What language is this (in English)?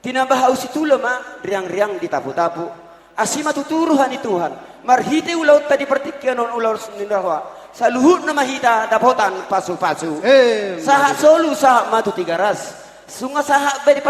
Batak Toba